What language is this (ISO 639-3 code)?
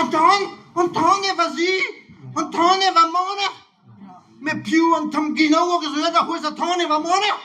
bre